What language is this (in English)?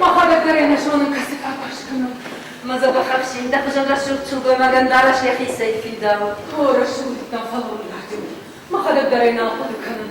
Ossetic